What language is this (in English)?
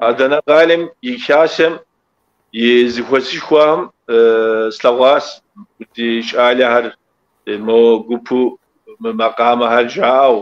Kabardian